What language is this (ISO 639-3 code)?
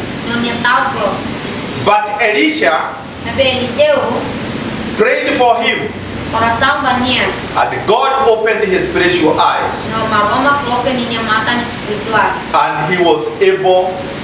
tet